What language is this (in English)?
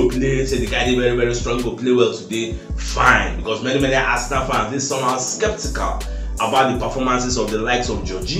Nigerian Pidgin